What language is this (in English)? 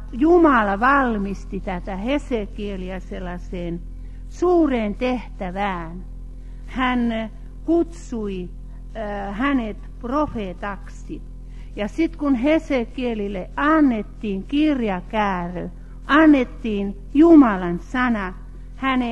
Finnish